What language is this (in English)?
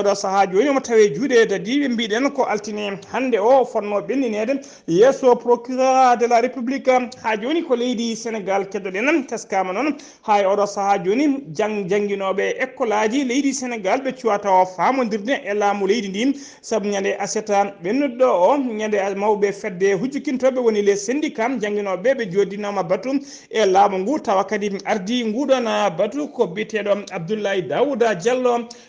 Fula